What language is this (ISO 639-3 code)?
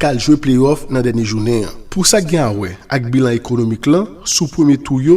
hat